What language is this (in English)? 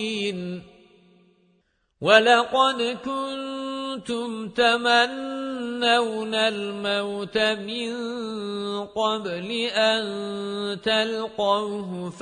Arabic